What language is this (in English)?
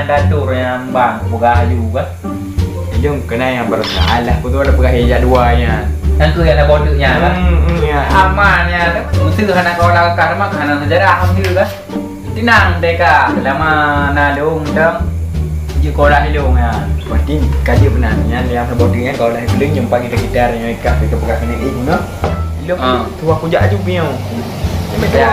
Achinese